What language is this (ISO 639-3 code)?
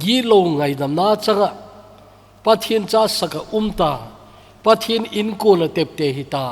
tcz